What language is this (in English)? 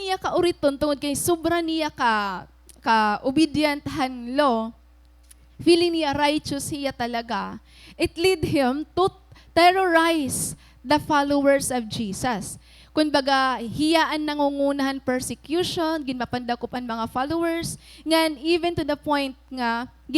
Waray